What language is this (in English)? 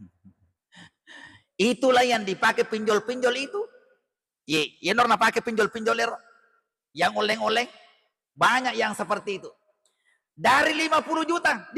Buginese